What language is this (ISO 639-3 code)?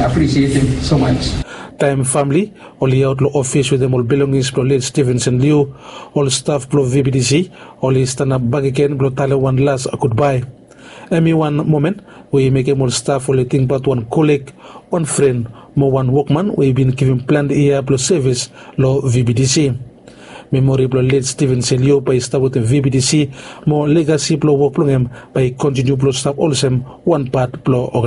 bis